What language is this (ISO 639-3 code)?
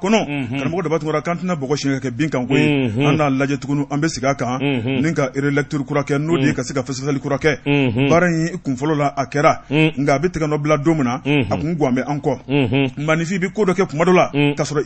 bam